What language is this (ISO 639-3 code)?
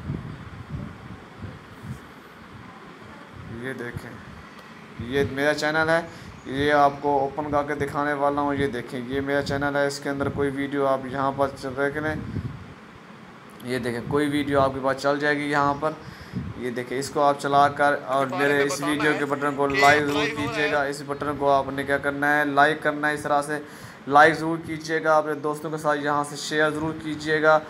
hin